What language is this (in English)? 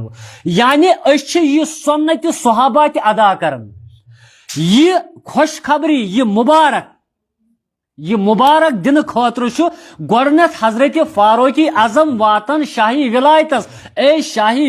Kashmiri